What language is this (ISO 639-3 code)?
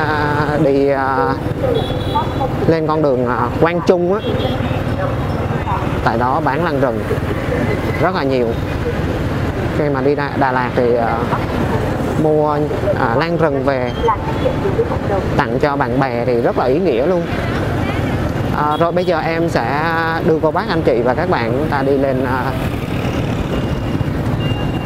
vie